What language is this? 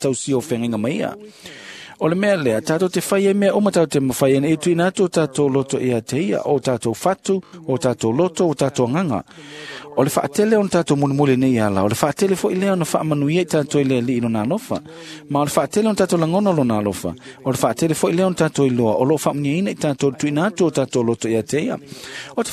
Samoan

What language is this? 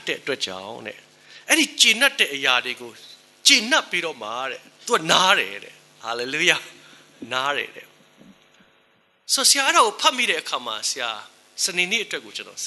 Burmese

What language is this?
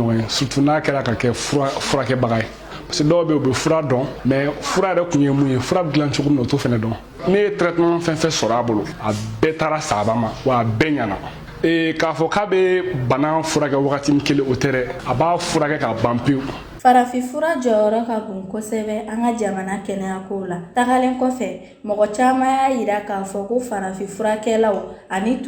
Bambara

